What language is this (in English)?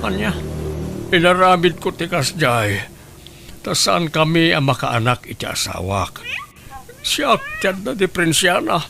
Iloko